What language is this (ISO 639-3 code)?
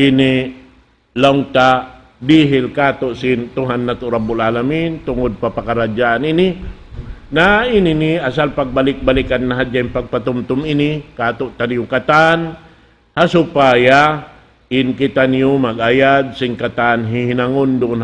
tsg